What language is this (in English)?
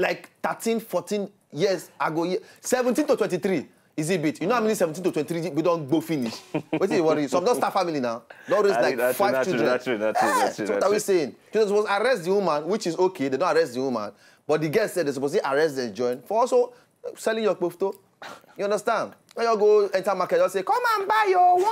Nigerian Pidgin